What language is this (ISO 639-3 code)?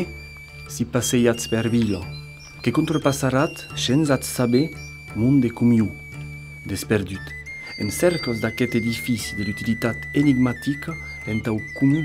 oci